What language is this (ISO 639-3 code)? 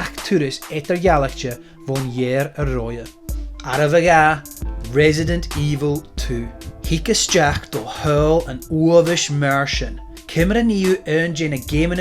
gla